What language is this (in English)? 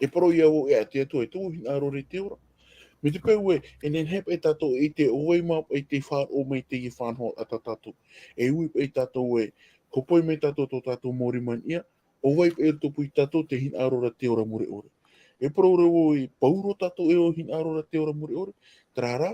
Tahitian